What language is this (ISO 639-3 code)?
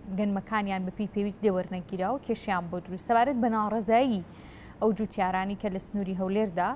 ckb